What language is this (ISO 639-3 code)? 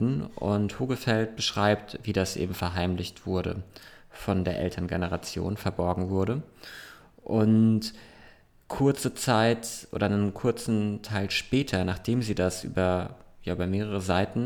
deu